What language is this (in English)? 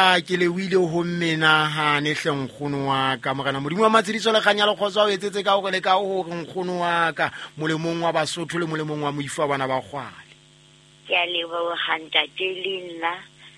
Southern Sotho